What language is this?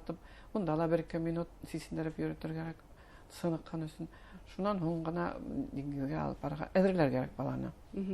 Bashkir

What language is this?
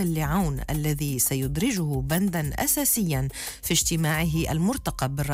Arabic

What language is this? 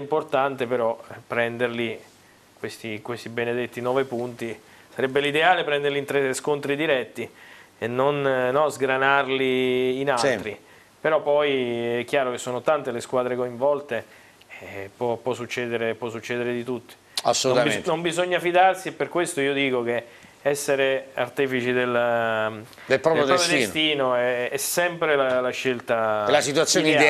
Italian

